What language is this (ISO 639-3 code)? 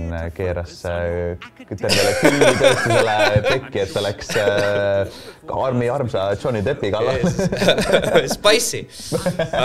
est